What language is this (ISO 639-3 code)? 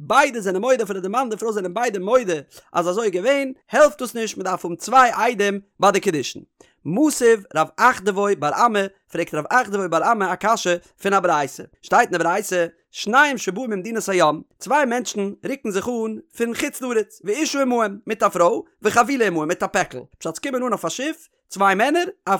yid